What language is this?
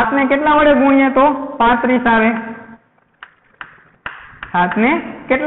Gujarati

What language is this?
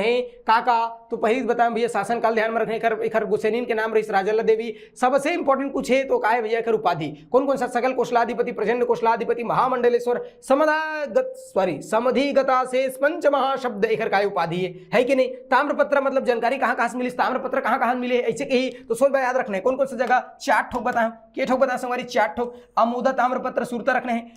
Chhattisgarhi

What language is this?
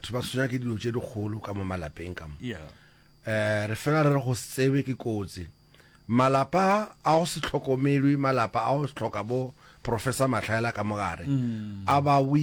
Northern Sotho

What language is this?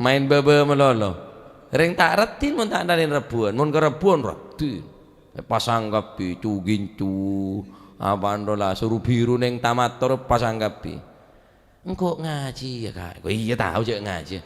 Madurese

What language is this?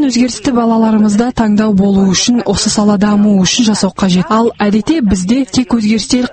Kazakh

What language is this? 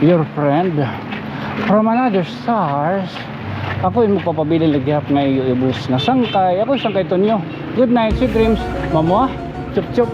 Waray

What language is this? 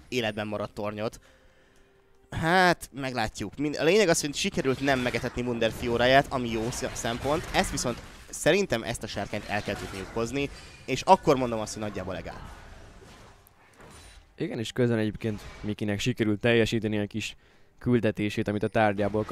Hungarian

